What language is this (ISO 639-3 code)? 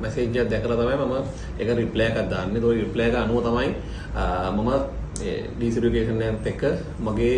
sin